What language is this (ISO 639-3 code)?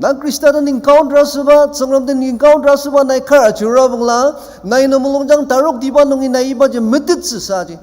njo